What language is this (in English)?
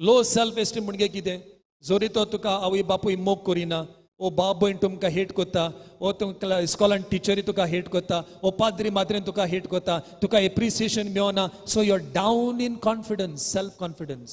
Konkani